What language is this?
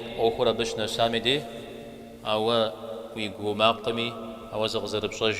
Kabardian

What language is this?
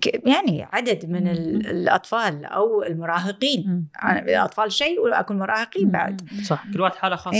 Gulf Arabic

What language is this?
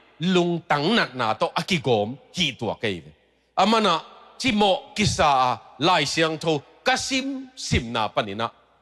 Tedim Chin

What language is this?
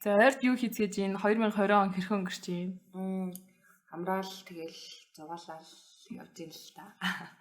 Mongolian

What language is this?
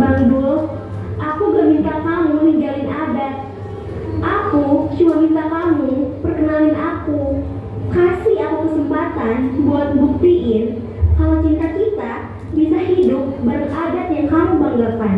Betawi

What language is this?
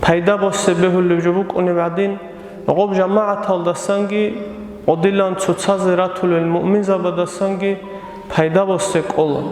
Avaric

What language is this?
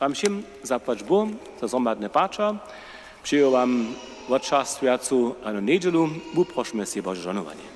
Upper Sorbian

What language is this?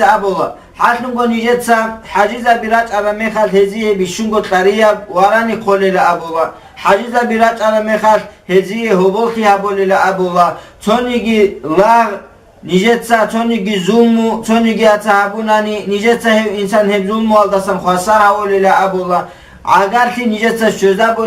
Avaric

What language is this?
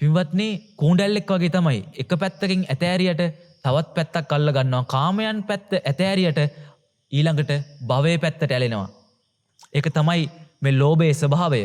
Sinhala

